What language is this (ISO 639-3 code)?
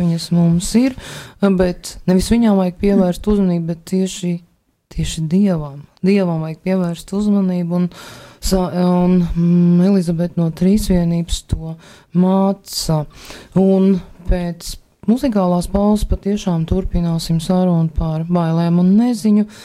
lav